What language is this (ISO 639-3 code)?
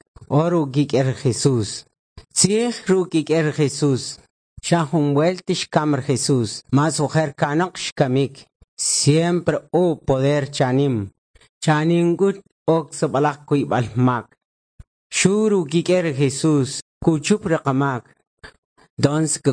quc